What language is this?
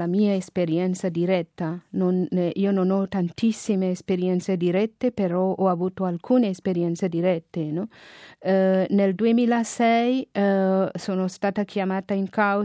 Italian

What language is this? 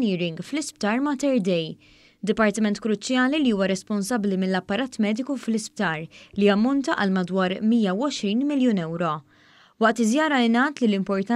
Maltese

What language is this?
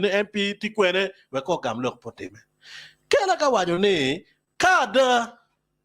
Acoli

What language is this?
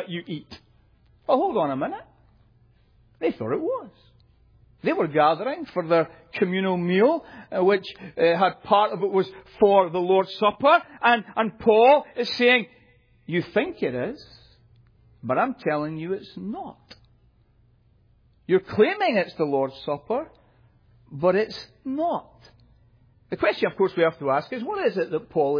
English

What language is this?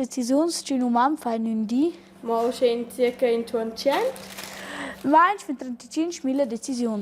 Romansh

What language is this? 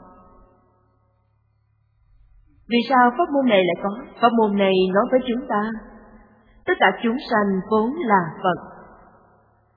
Vietnamese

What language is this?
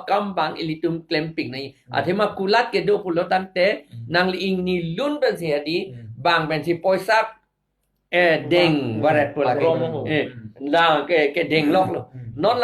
Karbi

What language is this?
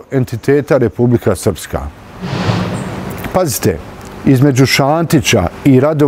Bosnian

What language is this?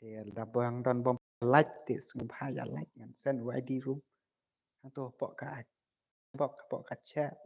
Khasi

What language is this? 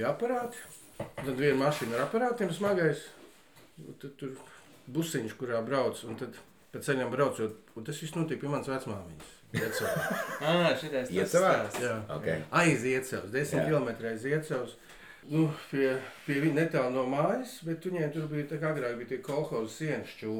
Latvian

